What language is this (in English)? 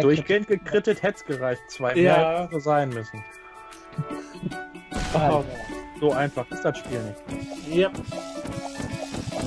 German